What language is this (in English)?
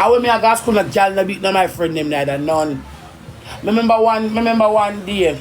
Jamaican Creole English